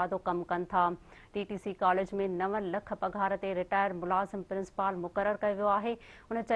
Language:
Sindhi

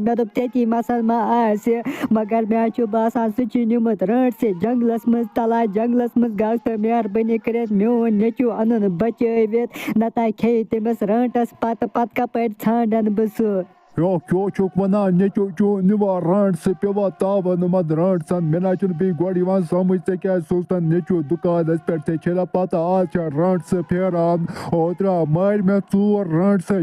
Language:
Kashmiri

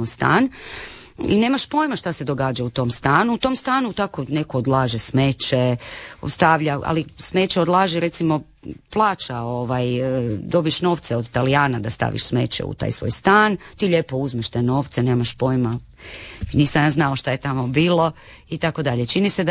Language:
Croatian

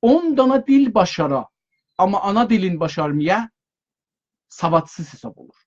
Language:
South Azerbaijani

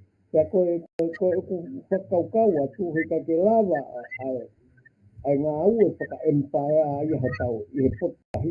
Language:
Tongan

